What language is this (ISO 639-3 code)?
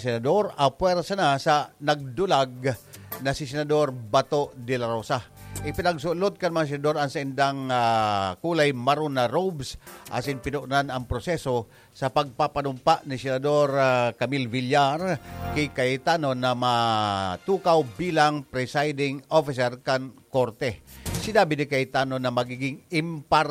bik